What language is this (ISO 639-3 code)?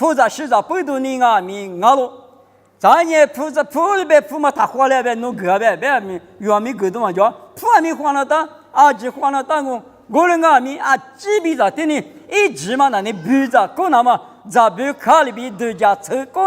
lis